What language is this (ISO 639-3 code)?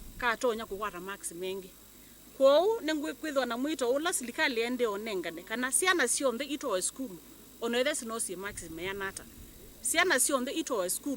kam